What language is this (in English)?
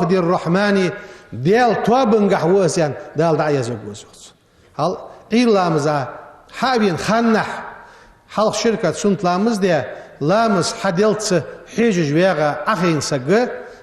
Ingush